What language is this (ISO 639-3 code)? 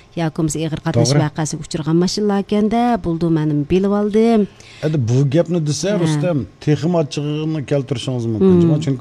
uig